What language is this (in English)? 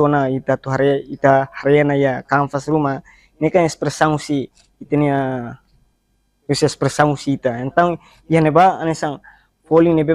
Tetum